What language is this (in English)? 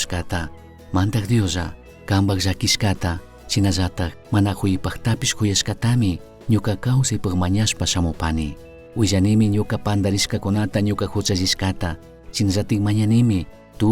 Chimborazo Highland Quichua